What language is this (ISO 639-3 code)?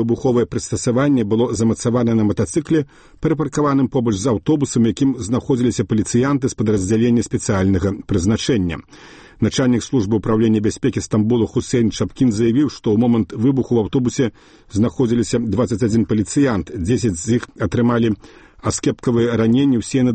bel